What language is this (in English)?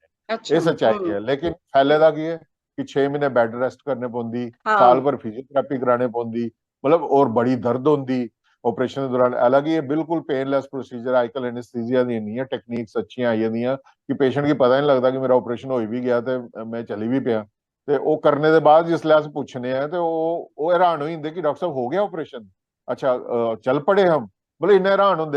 Dogri